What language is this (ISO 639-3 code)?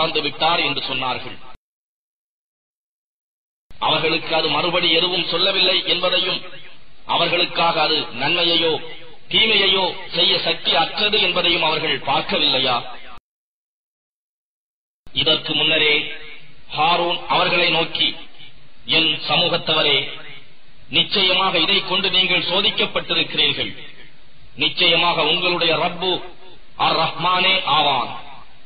tam